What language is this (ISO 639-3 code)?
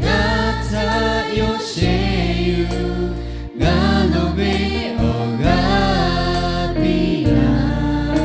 lhu